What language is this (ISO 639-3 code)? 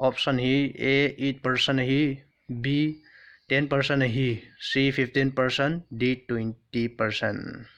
tcz